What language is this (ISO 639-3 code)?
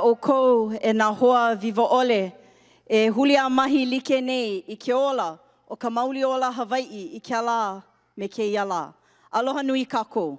haw